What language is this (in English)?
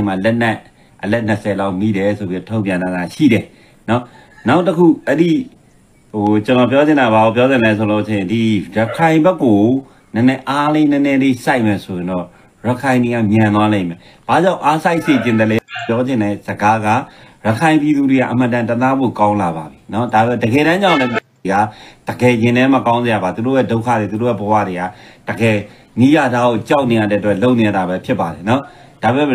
Burmese